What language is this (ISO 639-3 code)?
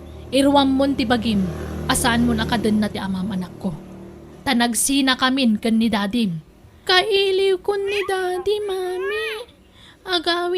ilo